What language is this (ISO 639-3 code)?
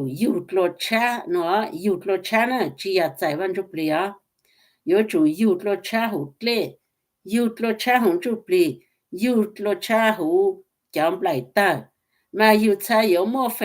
hmn